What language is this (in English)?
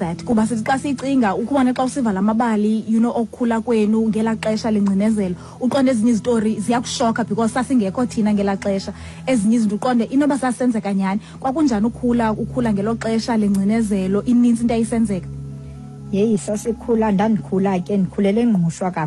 Xhosa